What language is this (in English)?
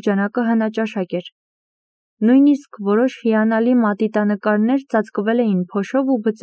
Armenian